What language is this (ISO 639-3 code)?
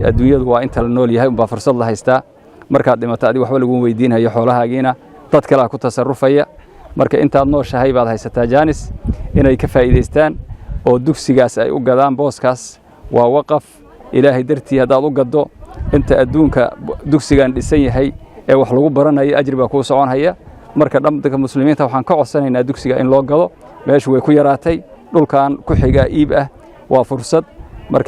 som